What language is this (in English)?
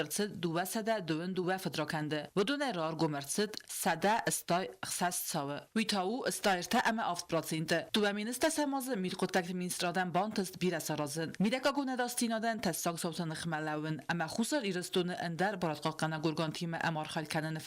Ossetic